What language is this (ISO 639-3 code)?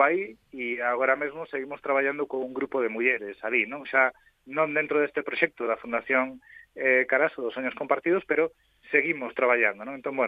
glg